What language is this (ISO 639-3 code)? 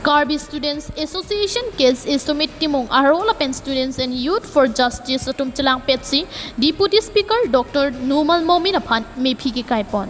mjw